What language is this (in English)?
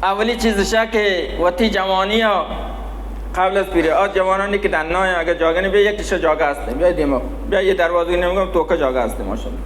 Baluchi